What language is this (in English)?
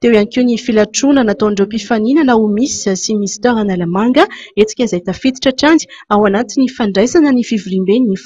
Malagasy